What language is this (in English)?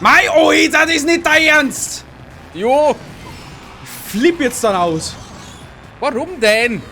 Bavarian